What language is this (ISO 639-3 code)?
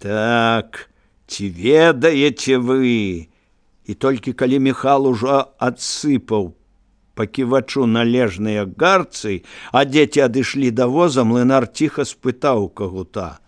bel